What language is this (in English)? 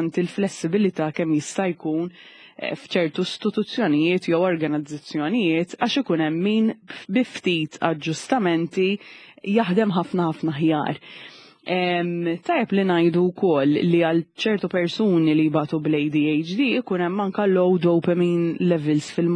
Maltese